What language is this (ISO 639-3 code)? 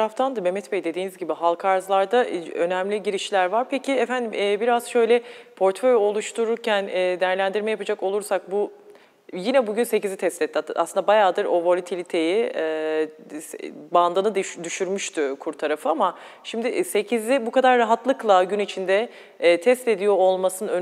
tur